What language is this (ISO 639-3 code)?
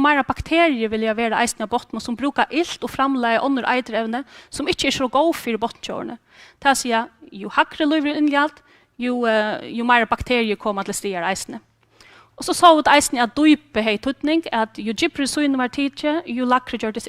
fao